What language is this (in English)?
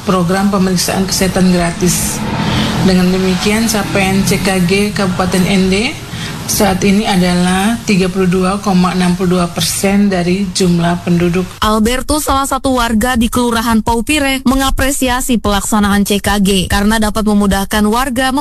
Indonesian